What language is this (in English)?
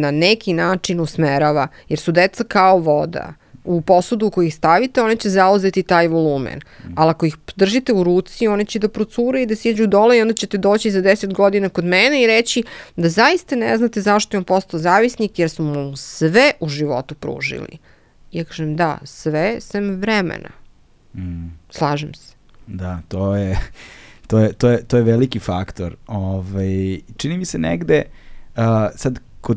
Serbian